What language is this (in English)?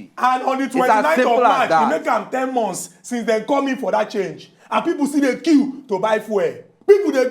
Nigerian Pidgin